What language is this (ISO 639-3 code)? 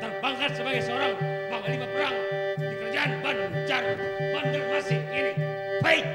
bjn